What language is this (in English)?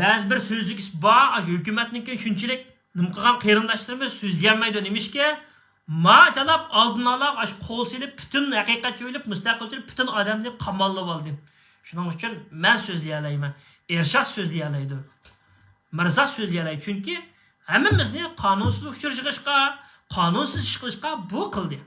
Uyghur